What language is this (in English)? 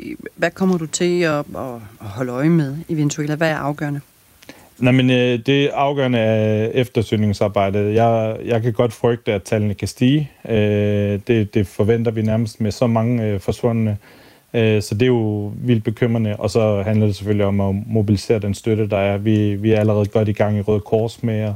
Danish